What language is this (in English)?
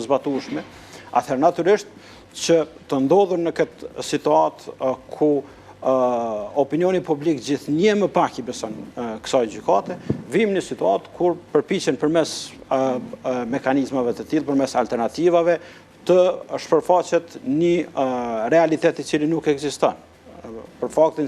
Albanian